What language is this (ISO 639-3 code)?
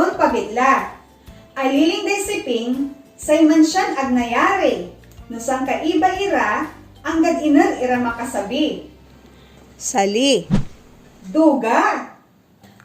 pag